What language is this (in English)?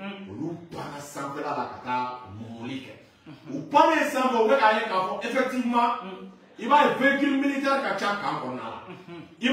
Bambara